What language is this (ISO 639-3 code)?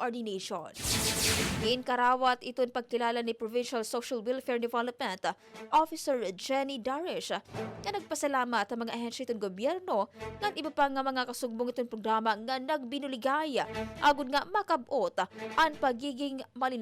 war